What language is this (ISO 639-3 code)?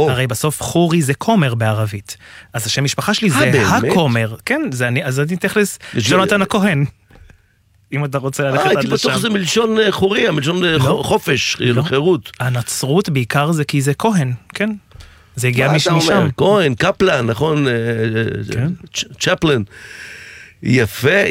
heb